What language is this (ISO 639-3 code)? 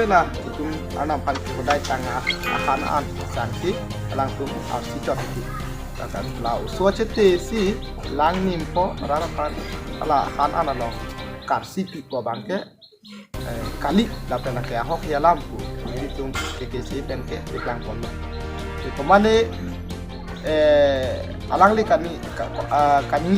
mjw